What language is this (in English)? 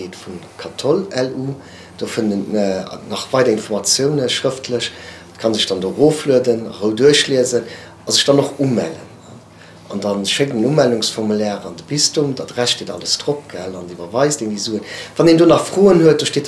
Luxembourgish